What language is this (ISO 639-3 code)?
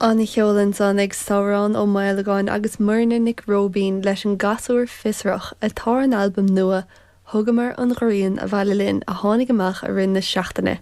gle